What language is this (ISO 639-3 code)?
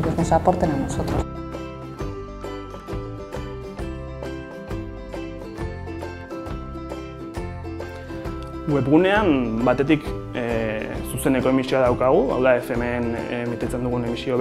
eus